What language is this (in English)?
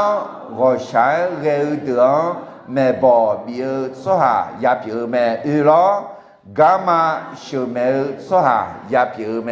Akha